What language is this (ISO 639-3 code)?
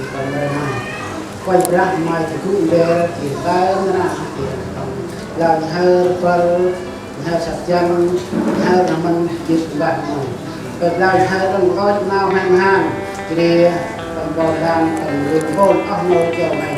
cmo